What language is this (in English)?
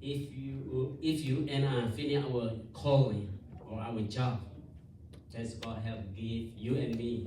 S'gaw Karen